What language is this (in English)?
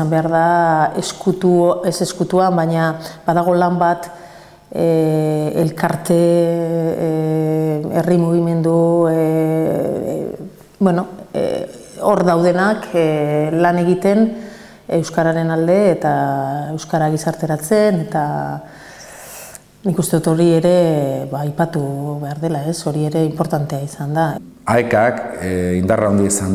Basque